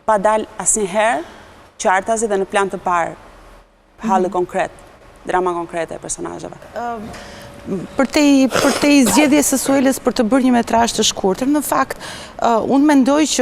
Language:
Albanian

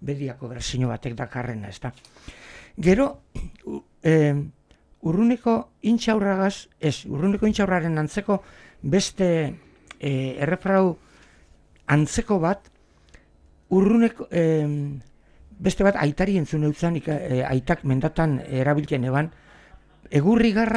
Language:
Basque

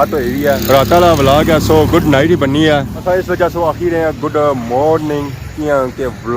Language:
Pahari-Potwari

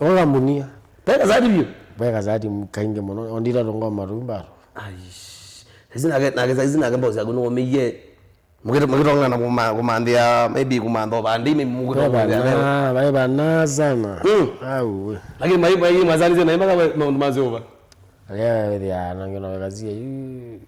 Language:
Kamba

